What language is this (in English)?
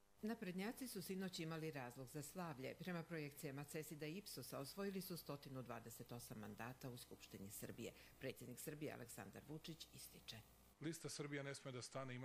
Bosnian